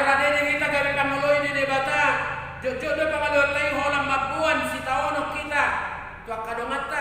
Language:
Batak Toba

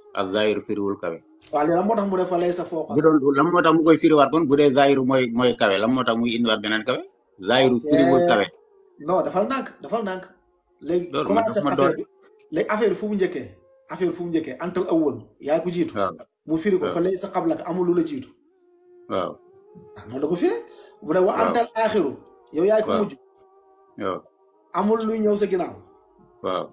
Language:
Wolof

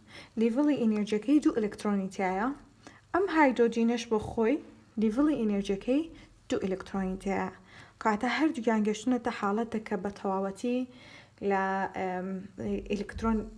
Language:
Central Kurdish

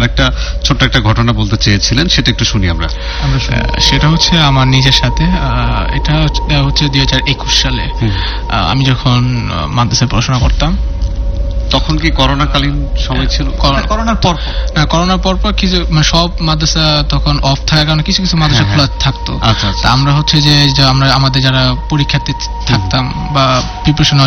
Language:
Bangla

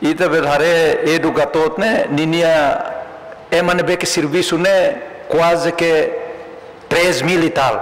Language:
Tetum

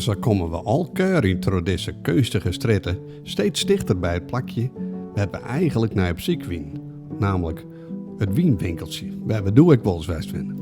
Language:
Western Frisian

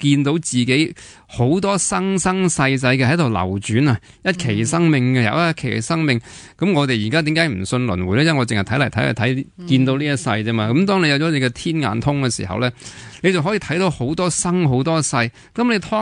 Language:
Cantonese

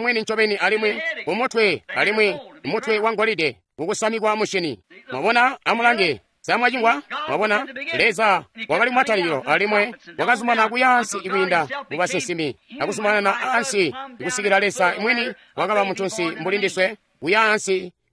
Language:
Tonga (Zambia)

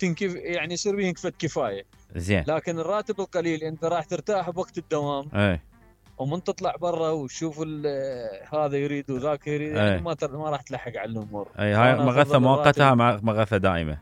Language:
Mesopotamian Arabic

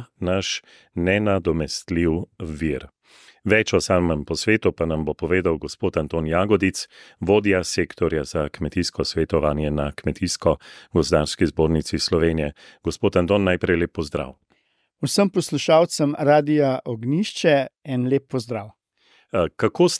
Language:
Slovenian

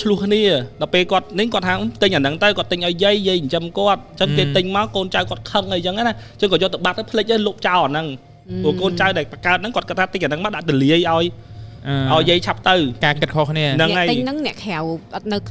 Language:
Khmer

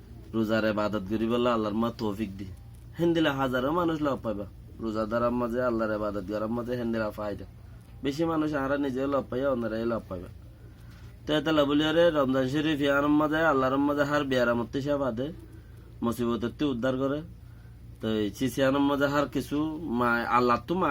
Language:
Rohingya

